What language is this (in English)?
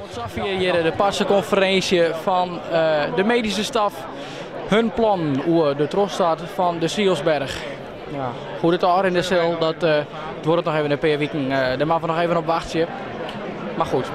Western Frisian